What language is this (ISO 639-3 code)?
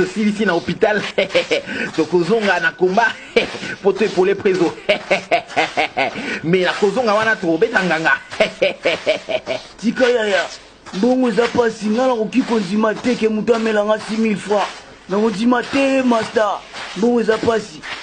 lin